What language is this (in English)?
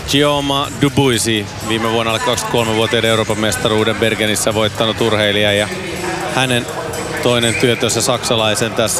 Finnish